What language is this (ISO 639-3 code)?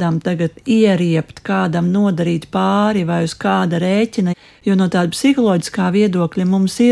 lav